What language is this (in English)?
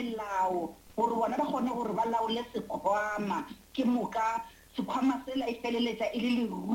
Northern Sotho